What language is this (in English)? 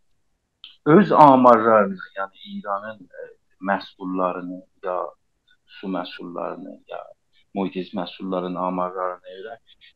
South Azerbaijani